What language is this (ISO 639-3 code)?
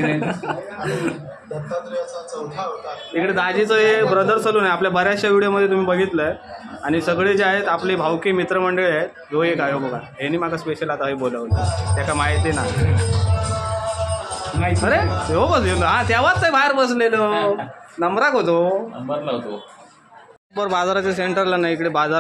mar